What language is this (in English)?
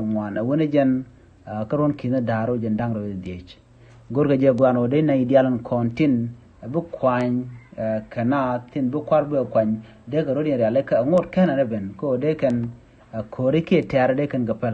Nuer